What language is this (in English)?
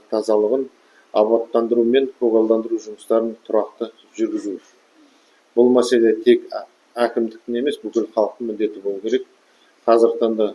Kazakh